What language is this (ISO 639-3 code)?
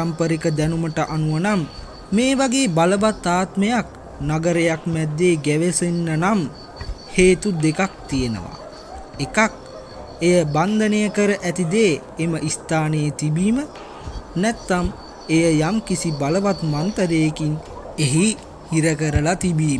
sin